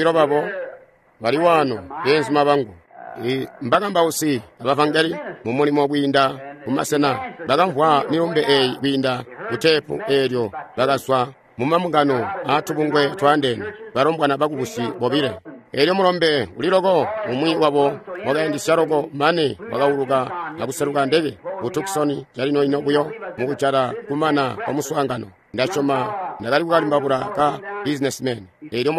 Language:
Tonga (Zambia)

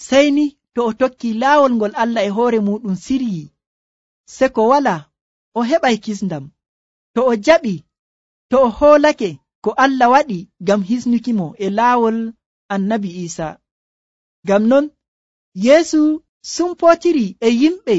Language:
Nigerian Fulfulde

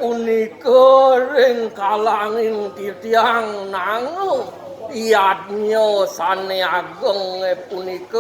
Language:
Balinese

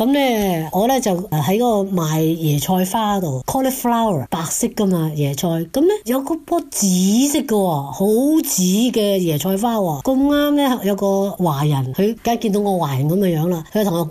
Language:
Cantonese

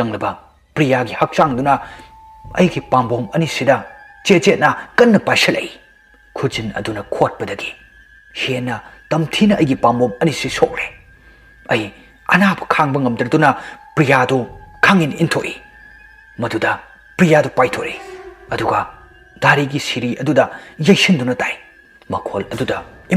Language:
Manipuri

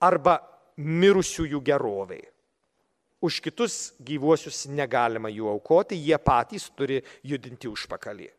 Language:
Lithuanian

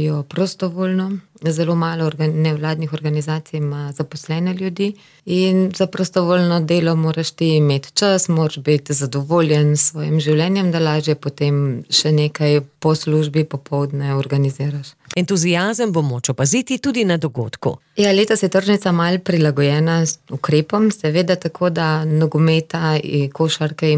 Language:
Slovenian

